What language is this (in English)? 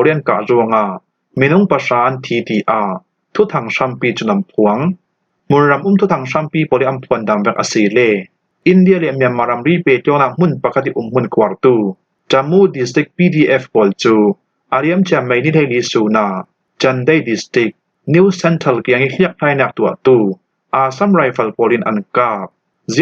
Falam Chin